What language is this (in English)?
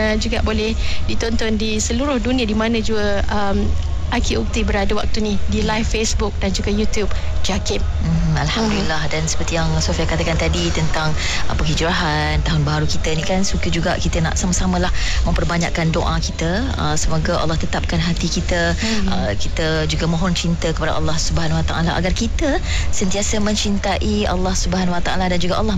Malay